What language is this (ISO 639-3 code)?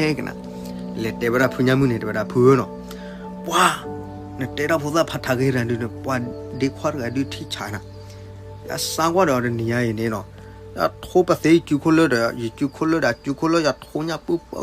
ksw